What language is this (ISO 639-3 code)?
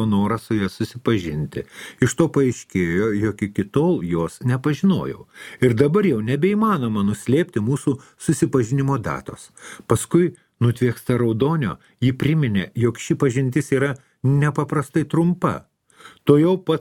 lit